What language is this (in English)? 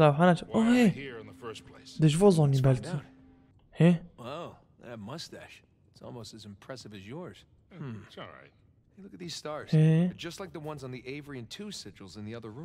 Kurdish